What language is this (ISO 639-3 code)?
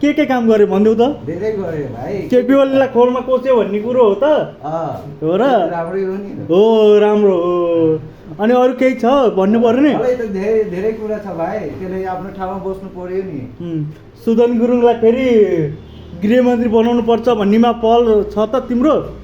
nep